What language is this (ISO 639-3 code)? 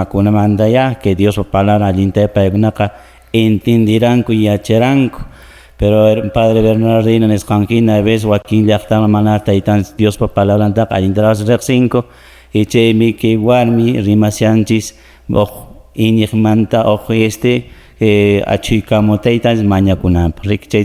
que